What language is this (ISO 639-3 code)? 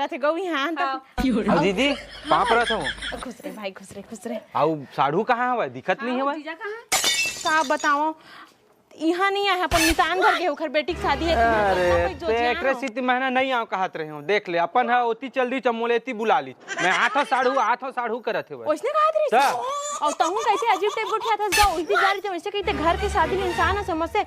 hne